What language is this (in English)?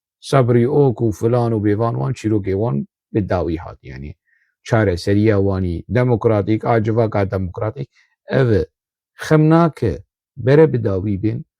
Kurdish